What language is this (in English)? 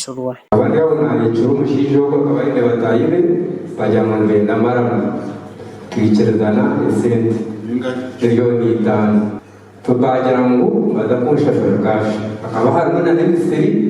Nyankole